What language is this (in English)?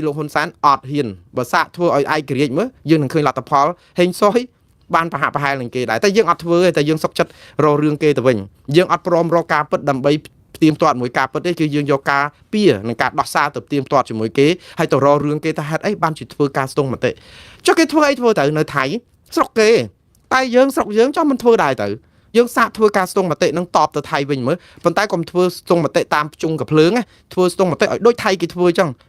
Khmer